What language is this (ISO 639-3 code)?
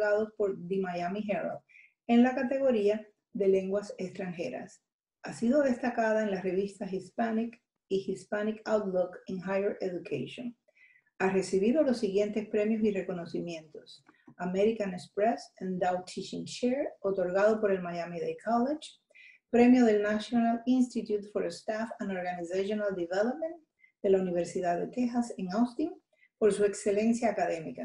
spa